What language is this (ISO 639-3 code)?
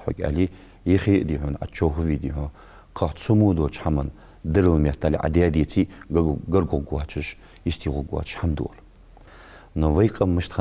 inh